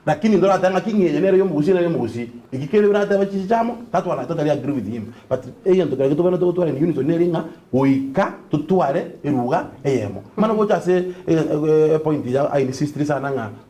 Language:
Gusii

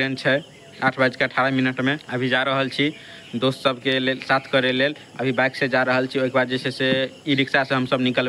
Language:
Maithili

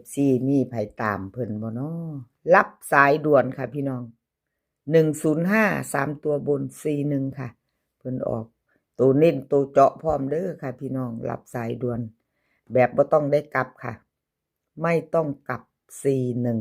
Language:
Northeastern Thai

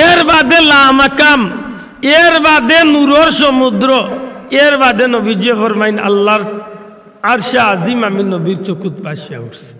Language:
Sylheti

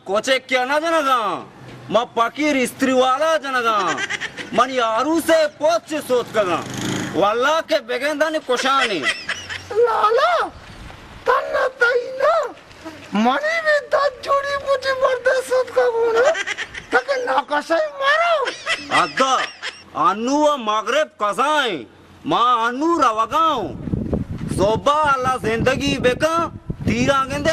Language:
Baluchi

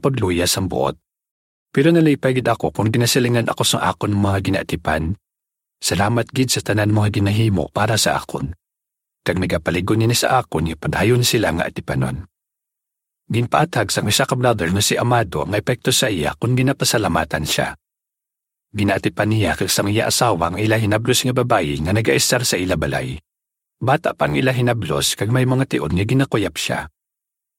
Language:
Hiligaynon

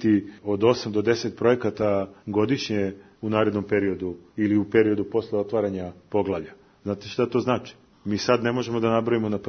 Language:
Serbian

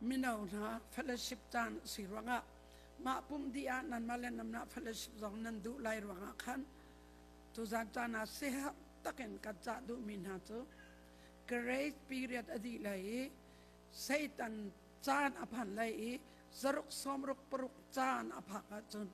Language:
Hakha Chin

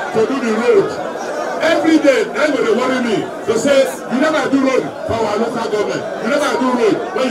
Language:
Nigerian Pidgin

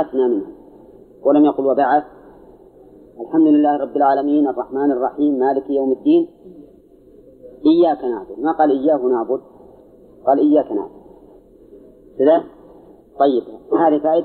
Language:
Arabic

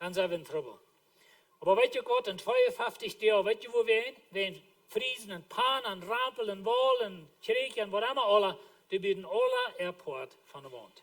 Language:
Plautdietsch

